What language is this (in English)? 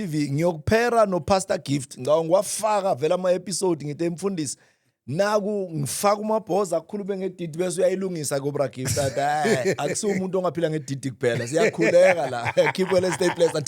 Zulu